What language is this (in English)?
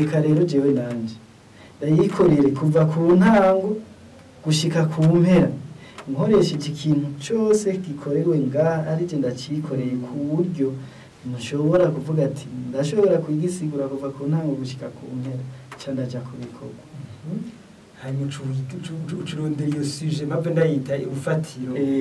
Rundi